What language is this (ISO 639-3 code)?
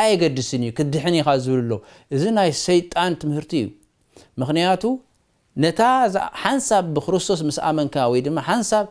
tir